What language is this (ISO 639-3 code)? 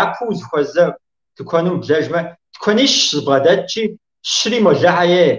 kbd